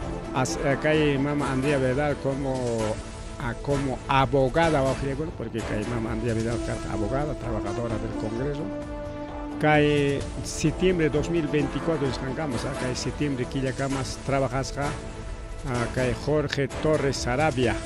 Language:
Ayacucho Quechua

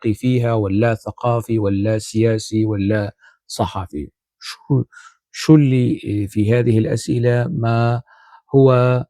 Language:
North Levantine Arabic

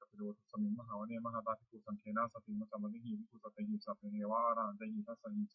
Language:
Pali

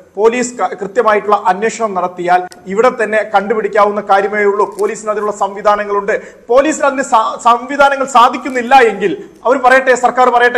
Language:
Malayalam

